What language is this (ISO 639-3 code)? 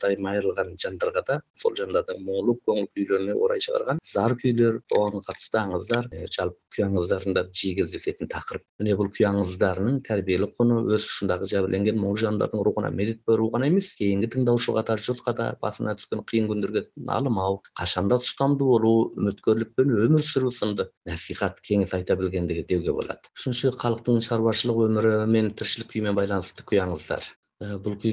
kir